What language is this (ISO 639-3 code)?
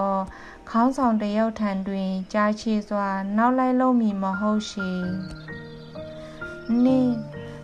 mya